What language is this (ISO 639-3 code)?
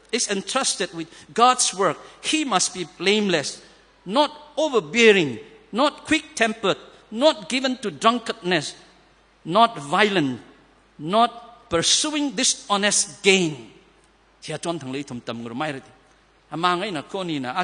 nmf